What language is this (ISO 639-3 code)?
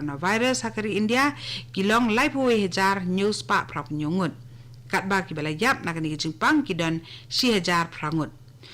kha